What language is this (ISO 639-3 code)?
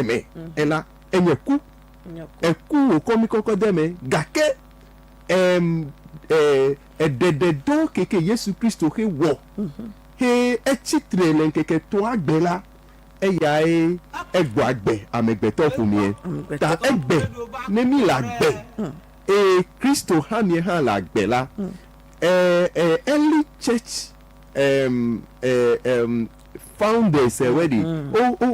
ewe